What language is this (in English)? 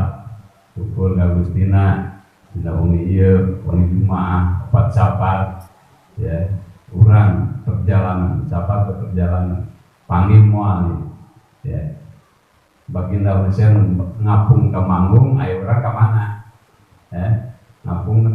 Sundanese